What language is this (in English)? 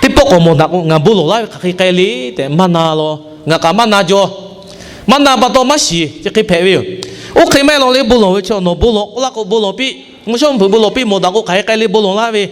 Lahu